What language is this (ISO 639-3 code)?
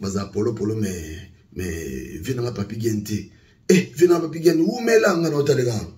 lin